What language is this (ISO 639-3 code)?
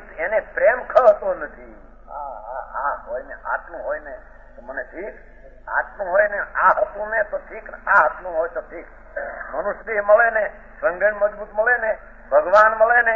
guj